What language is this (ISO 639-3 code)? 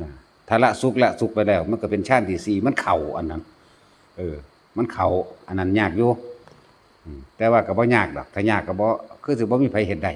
lao